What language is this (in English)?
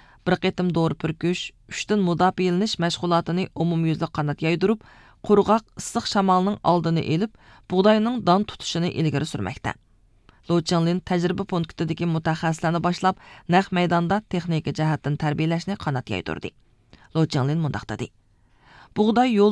Uyghur